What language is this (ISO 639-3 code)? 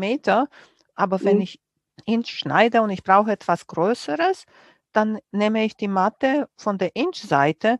deu